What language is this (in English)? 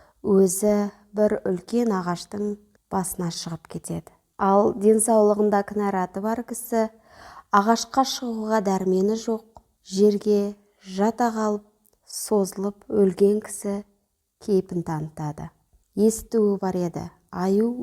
Kazakh